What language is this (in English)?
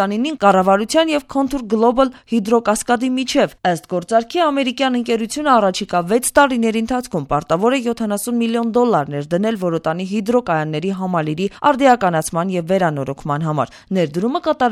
Armenian